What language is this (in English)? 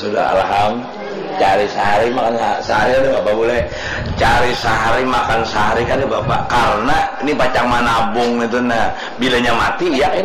Banjar